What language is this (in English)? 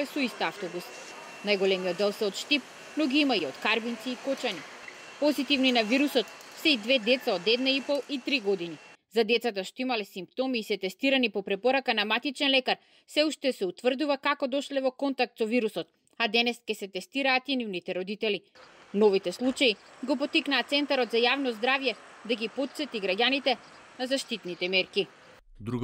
Macedonian